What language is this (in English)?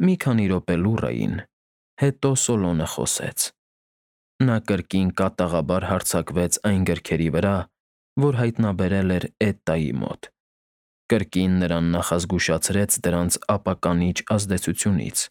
Armenian